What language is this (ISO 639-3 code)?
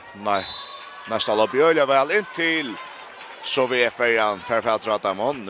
fao